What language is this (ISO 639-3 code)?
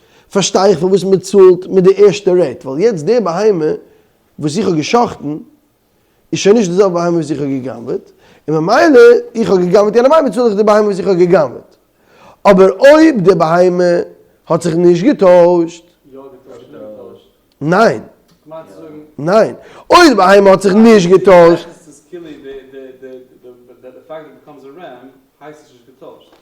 yid